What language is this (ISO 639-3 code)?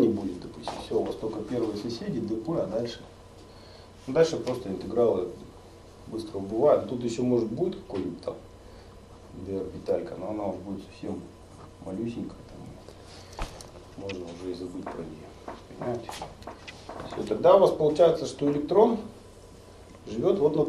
rus